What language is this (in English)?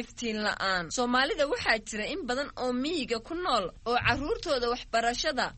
Somali